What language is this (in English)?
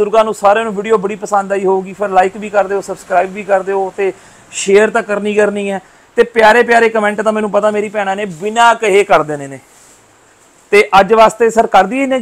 Punjabi